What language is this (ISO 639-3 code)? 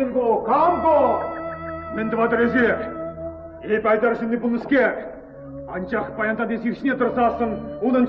chv